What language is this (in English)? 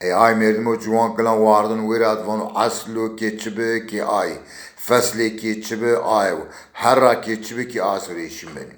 Zaza